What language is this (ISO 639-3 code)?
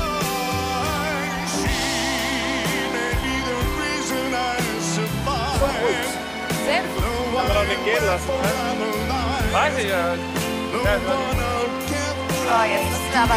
deu